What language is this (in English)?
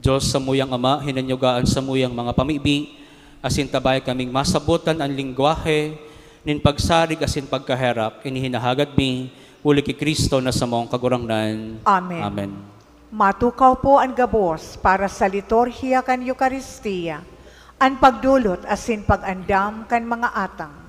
Bikol